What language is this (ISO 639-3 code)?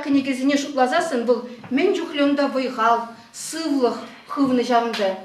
chv